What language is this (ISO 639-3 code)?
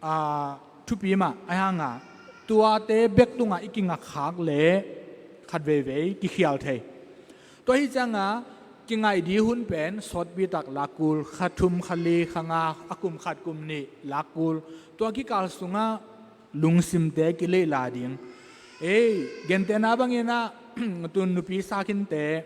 tcz